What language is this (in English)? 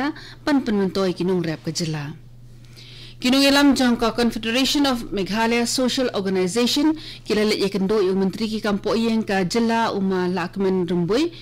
Khasi